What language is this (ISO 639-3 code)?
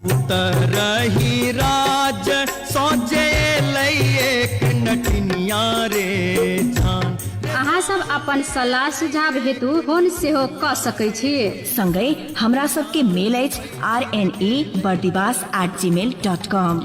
mai